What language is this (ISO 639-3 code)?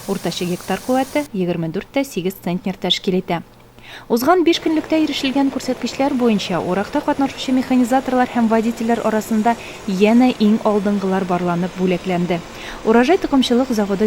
tat